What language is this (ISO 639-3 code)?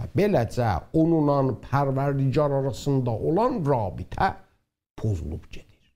azb